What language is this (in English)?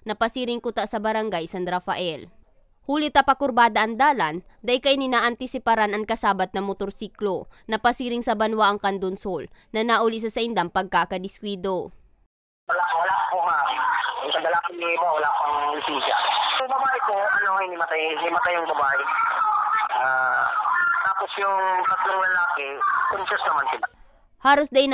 Bikol